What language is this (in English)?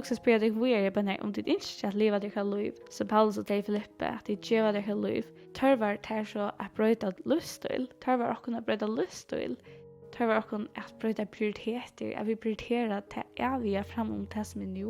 Faroese